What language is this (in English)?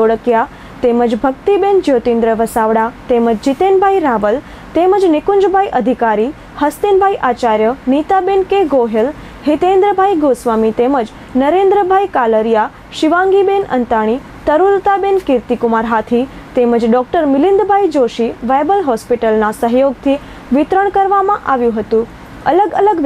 Gujarati